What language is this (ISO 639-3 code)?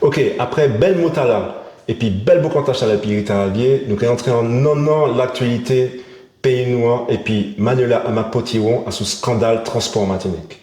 gcf